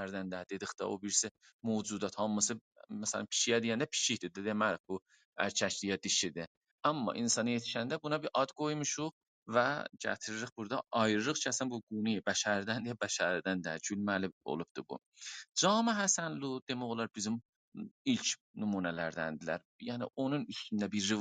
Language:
South Azerbaijani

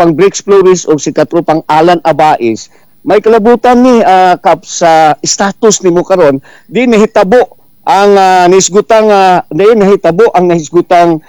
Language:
Cebuano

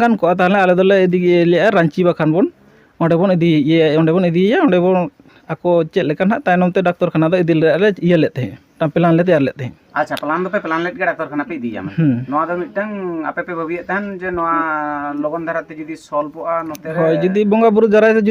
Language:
Santali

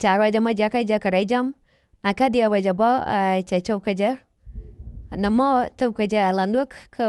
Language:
Nuer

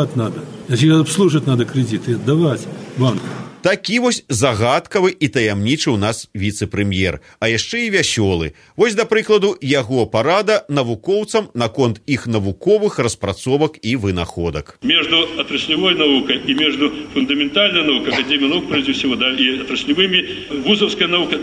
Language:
Belarusian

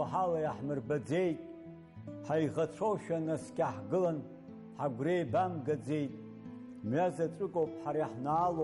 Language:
Abkhazian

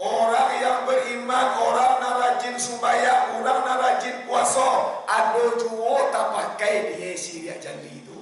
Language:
Minangkabau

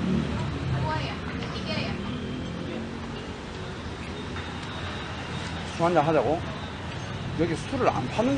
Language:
Korean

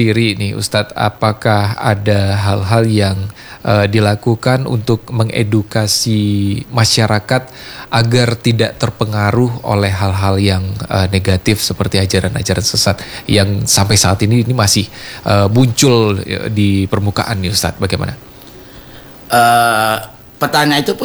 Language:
Indonesian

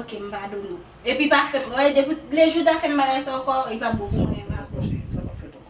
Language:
Haitian Creole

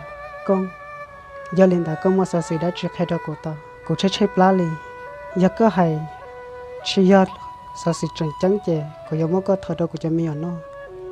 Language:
Hmong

